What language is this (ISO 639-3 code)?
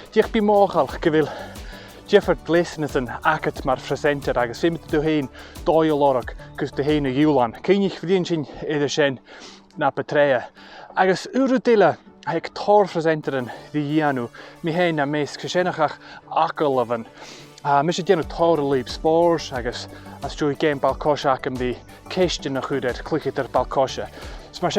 gla